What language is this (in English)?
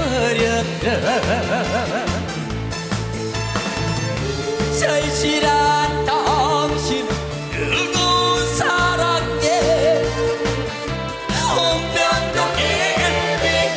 Korean